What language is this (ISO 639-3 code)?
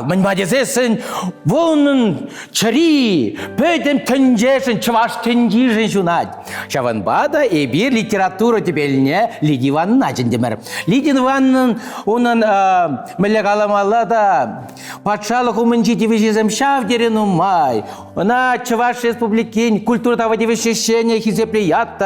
chv